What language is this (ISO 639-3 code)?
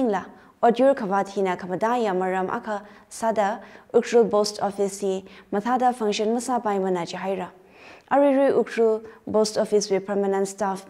nmf